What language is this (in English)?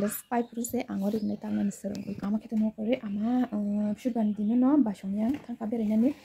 Kok Borok